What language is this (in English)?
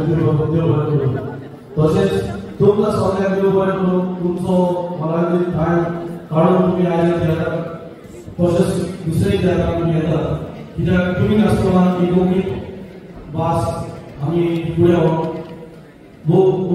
Konkani